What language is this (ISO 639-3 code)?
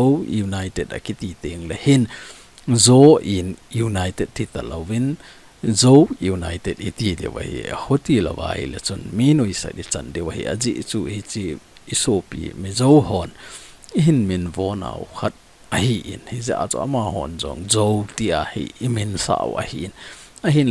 tcz